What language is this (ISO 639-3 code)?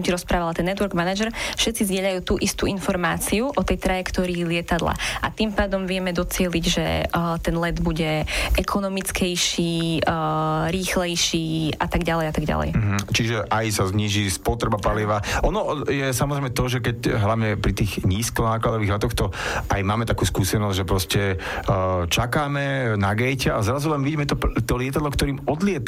slk